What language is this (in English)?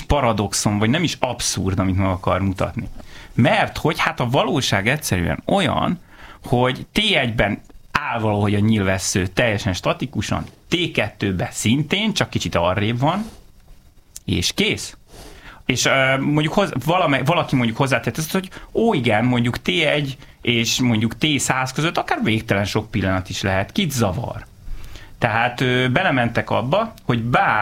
Hungarian